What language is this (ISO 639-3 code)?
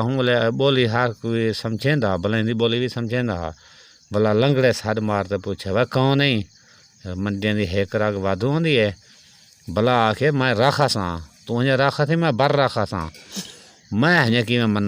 skr